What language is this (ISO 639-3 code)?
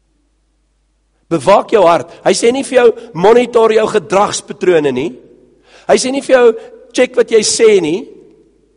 afr